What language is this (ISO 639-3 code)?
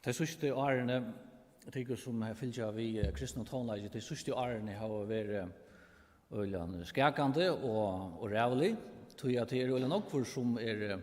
fao